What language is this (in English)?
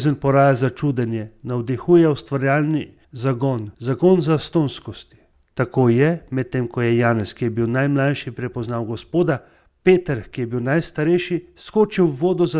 Slovenian